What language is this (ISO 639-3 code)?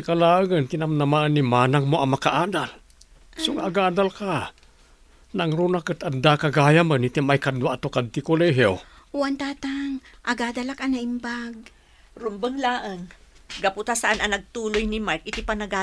ilo